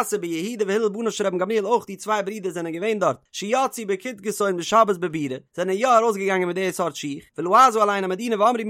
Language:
Yiddish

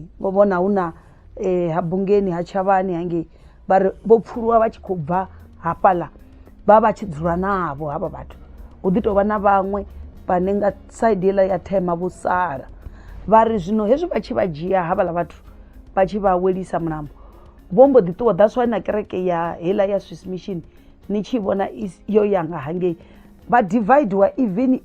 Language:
Venda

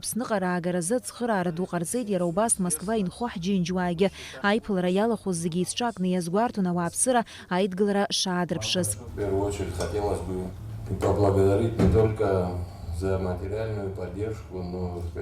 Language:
Abkhazian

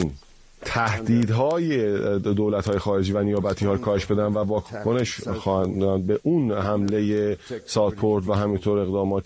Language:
Persian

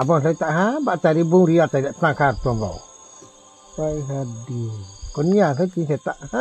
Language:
Riang (India)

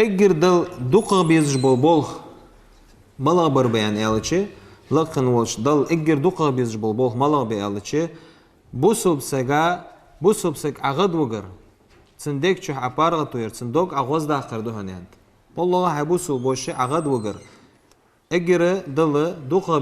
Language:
Ingush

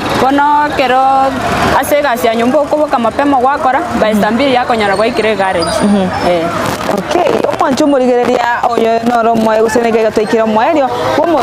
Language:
Gusii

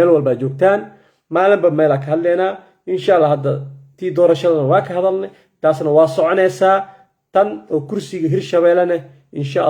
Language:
Somali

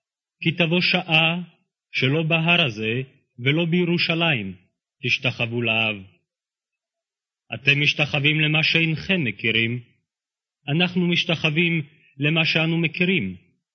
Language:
Hebrew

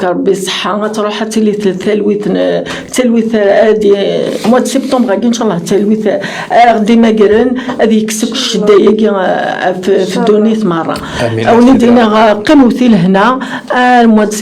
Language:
Kabyle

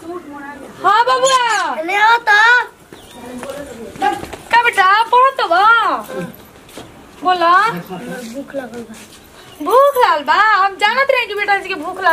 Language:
Bhojpuri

